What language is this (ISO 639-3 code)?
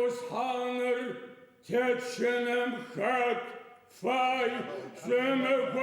ady